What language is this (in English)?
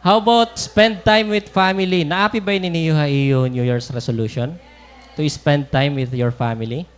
Waray